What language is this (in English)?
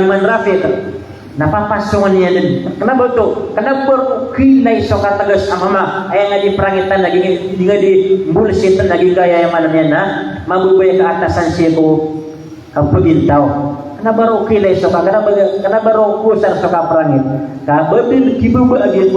Maranao